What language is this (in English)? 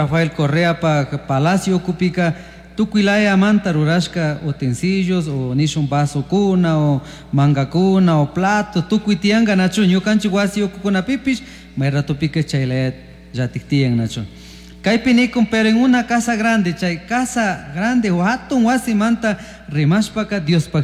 Chimborazo Highland Quichua